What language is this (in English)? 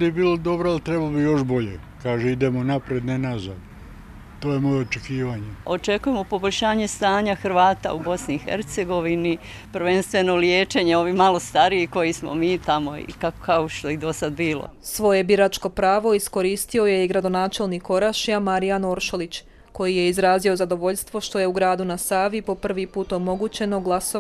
Croatian